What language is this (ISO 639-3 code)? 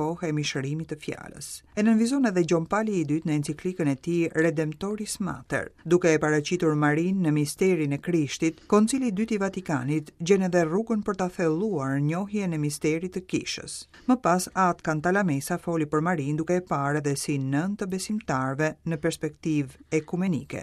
sqi